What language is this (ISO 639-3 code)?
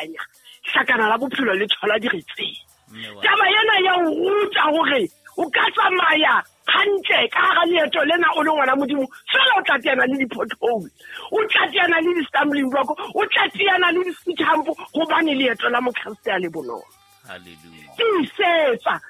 sot